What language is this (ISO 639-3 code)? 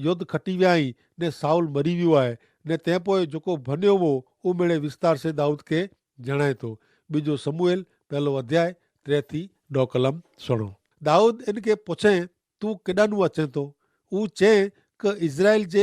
kfr